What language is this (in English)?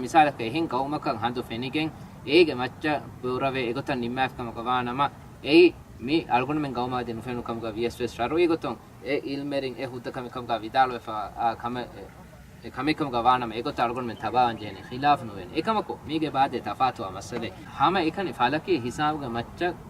Divehi